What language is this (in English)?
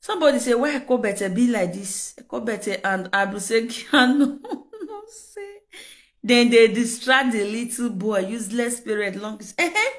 Nigerian Pidgin